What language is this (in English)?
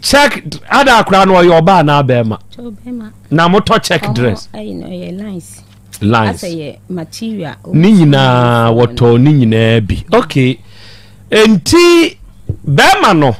Akan